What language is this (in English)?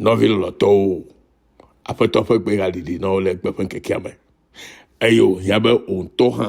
Ewe